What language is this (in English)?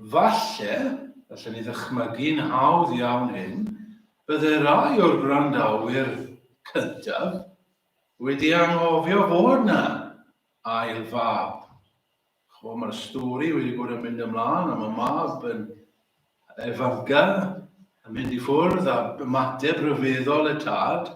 Welsh